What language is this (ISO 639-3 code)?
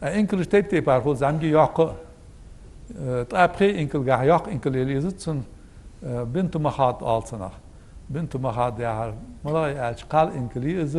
inh